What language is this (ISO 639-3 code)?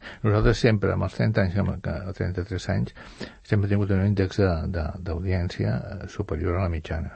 cat